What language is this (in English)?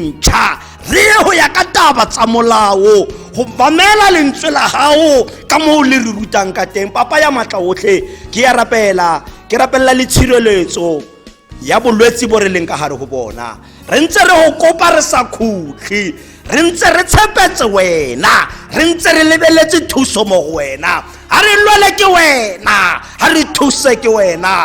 Tswana